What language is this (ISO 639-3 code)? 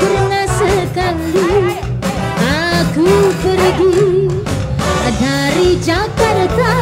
mui